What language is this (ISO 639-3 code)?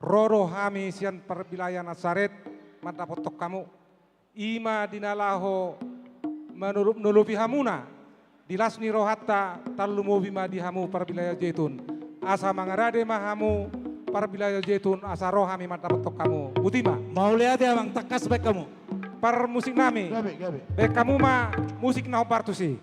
bbc